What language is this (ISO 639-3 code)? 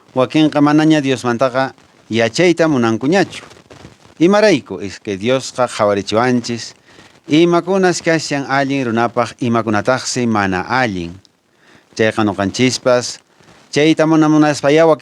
que